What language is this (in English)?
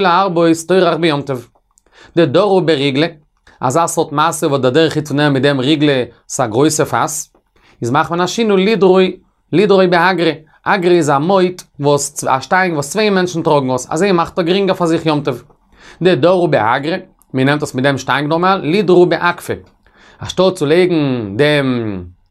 Yiddish